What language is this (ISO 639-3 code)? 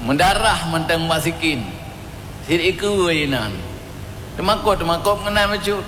ace